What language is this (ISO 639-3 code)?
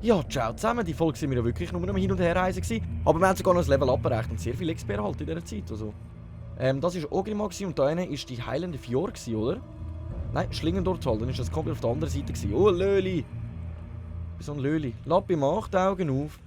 gsw